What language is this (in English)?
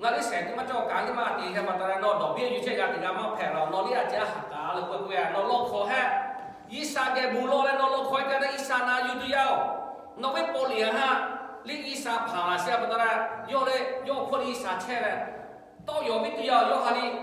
Lahu